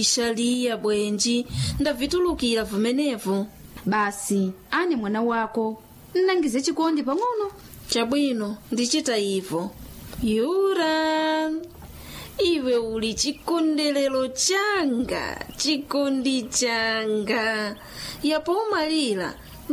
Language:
Nyanja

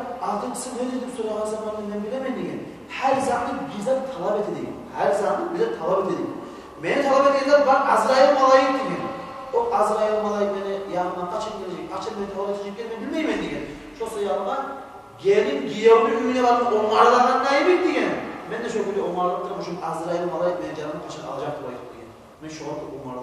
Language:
Kumyk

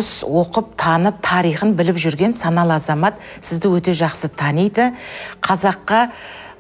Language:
Kazakh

